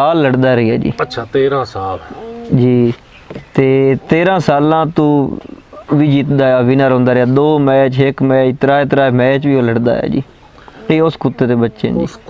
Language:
Punjabi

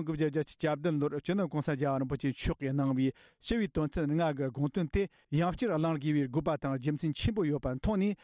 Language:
Tibetan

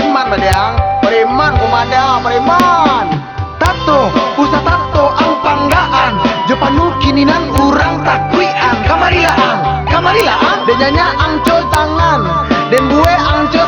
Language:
Minangkabau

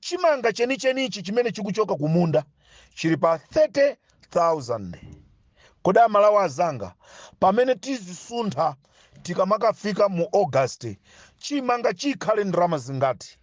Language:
Nyanja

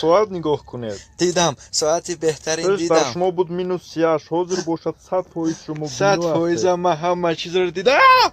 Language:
Tajik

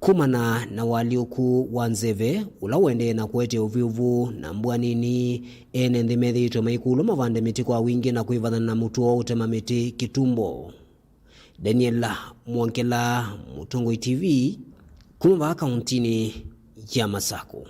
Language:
Kamba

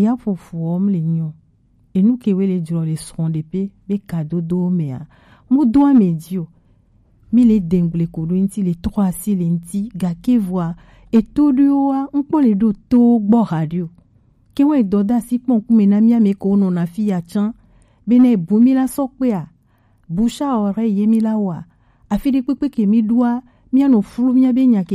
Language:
Gen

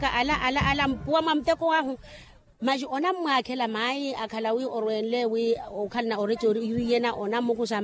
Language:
Makhuwa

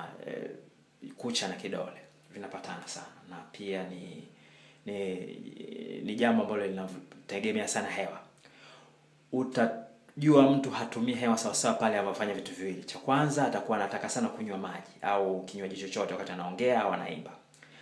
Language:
Swahili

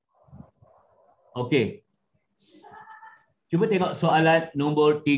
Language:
Malay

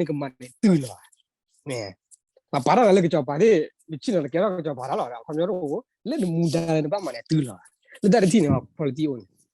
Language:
S'gaw Karen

